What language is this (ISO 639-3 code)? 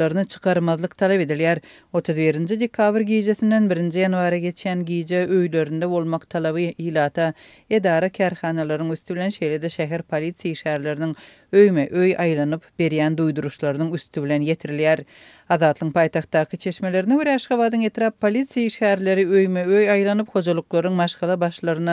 tuk